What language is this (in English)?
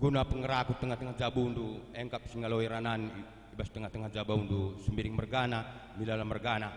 Batak Karo